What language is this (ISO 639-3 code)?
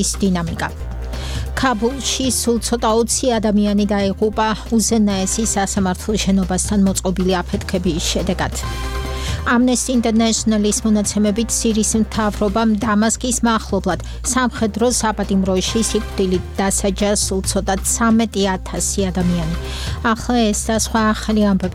kat